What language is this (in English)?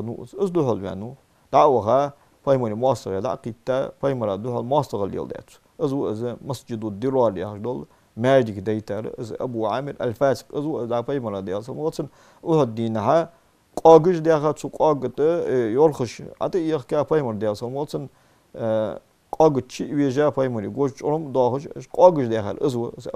Ingush